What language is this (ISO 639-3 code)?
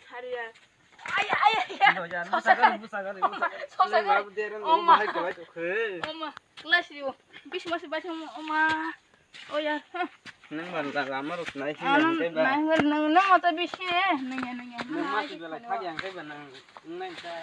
trp